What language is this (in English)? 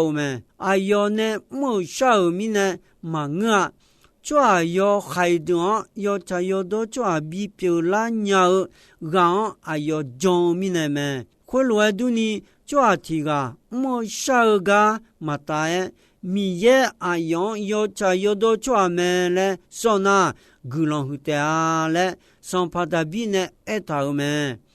Akha